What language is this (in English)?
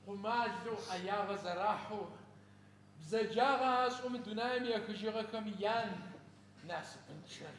Adyghe